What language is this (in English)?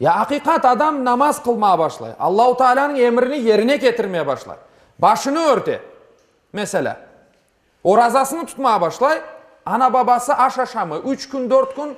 Crimean Tatar